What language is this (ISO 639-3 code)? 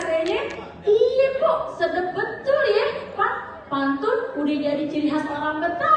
bew